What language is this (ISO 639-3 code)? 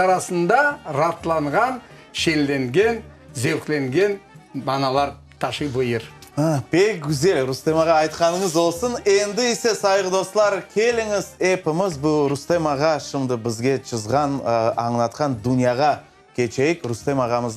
crh